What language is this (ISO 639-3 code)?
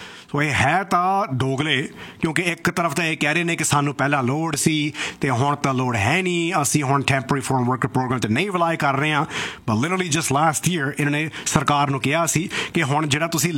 pan